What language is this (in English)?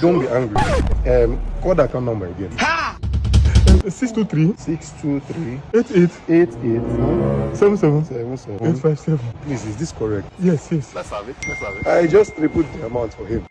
Nigerian Pidgin